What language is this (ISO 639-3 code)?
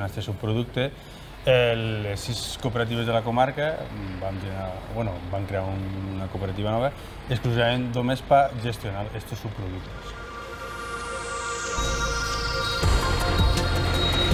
cat